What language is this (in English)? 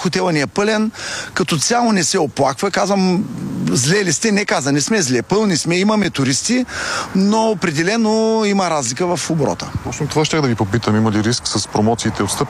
Bulgarian